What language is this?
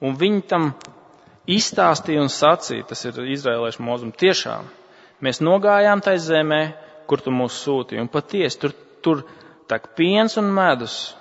Latvian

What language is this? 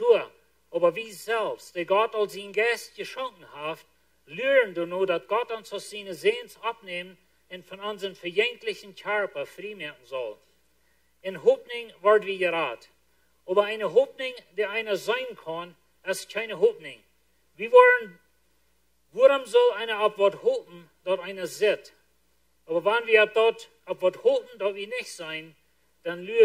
Plautdietsch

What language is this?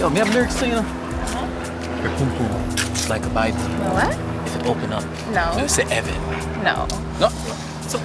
Jamaican Creole English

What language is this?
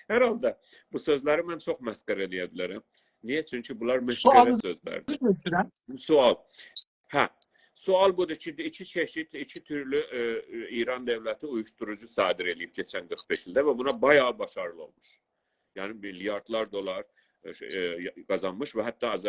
South Azerbaijani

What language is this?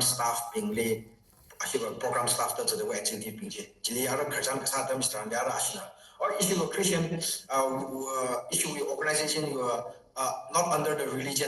Tangkhul Naga (India)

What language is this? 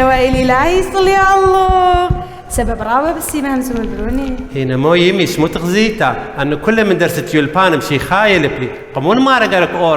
Assyrian Neo-Aramaic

